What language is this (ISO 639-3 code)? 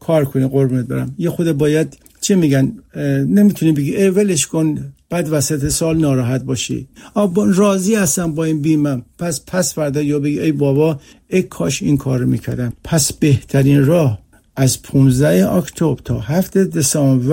fas